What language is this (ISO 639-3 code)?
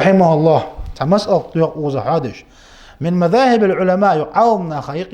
inh